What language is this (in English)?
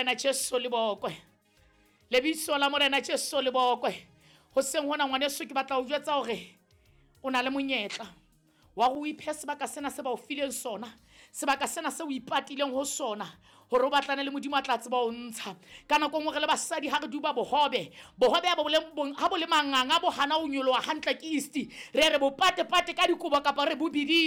Southern Sotho